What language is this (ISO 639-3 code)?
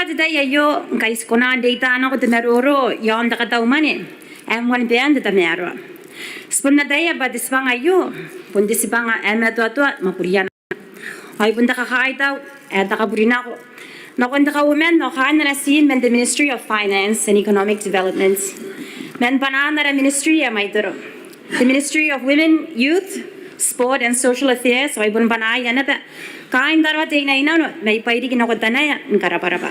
gil